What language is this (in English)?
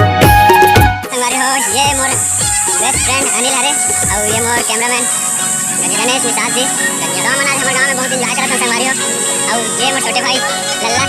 Chhattisgarhi